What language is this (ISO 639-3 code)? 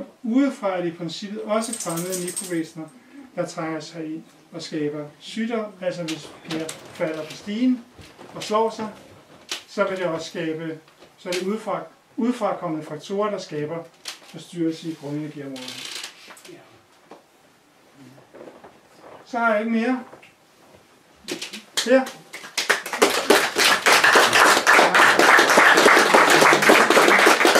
dan